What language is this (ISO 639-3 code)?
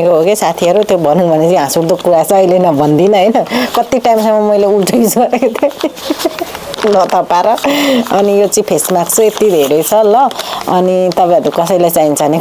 nep